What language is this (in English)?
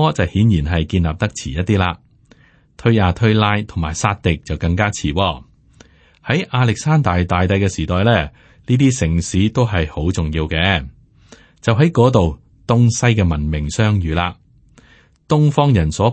Cantonese